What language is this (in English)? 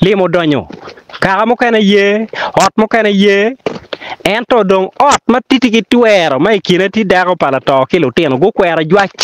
Acoli